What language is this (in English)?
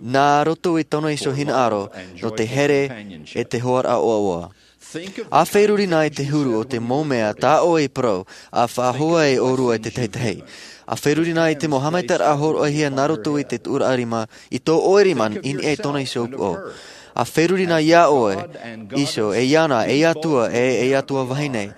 Tahitian